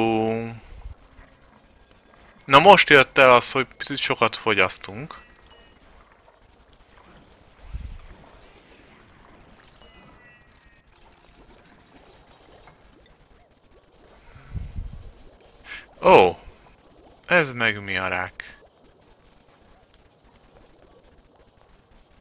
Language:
Hungarian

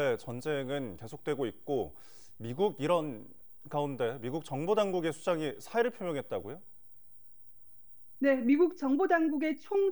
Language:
Korean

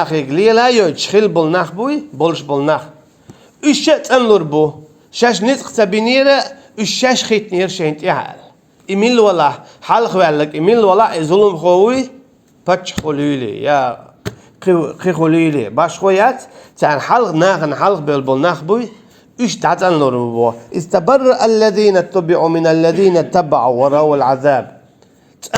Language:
Chechen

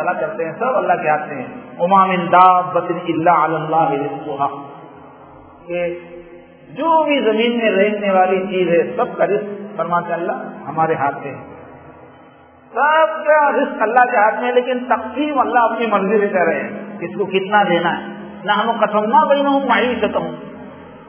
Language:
Urdu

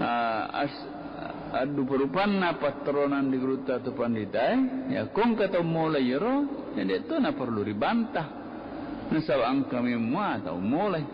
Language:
Buginese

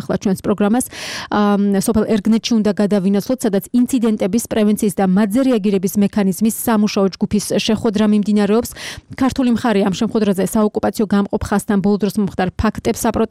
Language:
Georgian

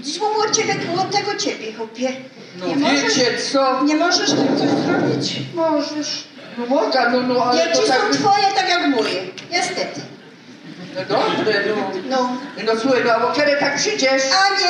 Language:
Silesian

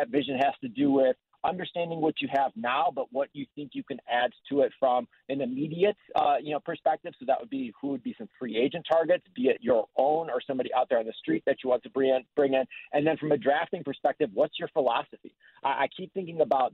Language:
English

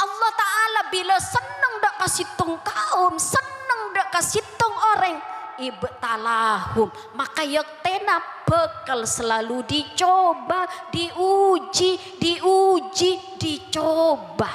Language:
Madurese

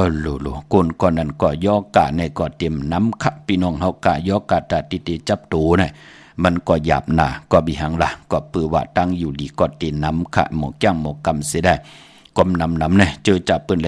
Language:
Shan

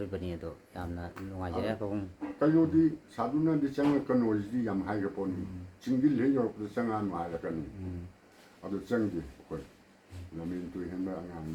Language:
Manipuri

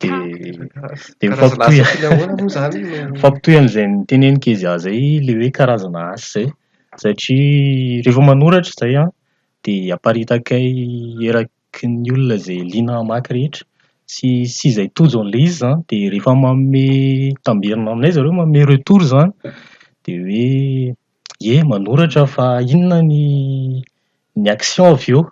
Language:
Malagasy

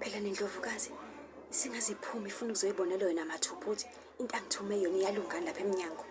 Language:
Zulu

